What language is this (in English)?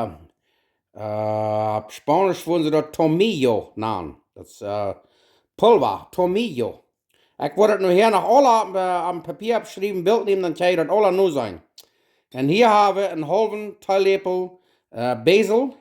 Plautdietsch